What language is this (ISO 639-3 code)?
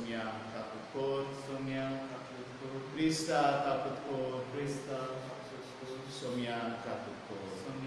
kok